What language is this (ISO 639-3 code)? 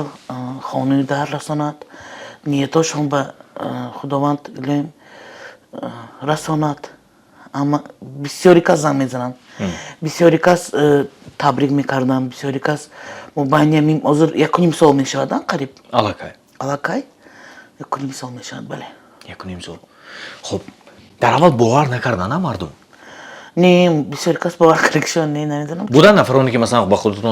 tgk